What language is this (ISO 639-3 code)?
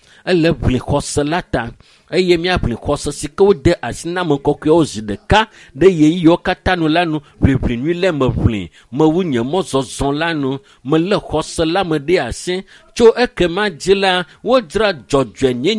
ewe